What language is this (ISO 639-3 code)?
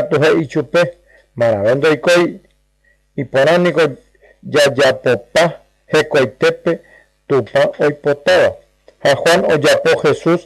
grn